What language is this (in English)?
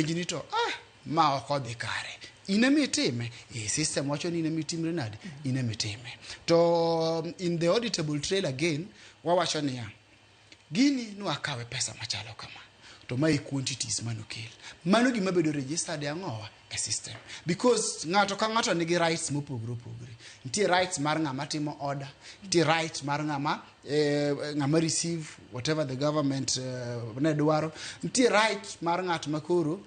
Luo (Kenya and Tanzania)